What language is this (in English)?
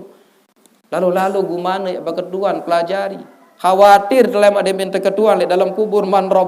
Sasak